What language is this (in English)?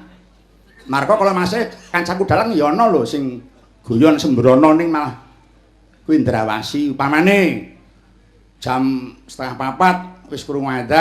Javanese